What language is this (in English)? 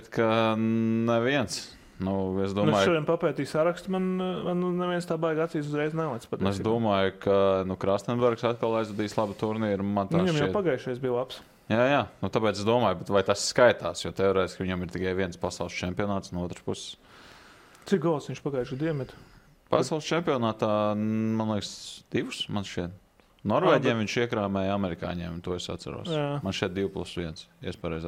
Latvian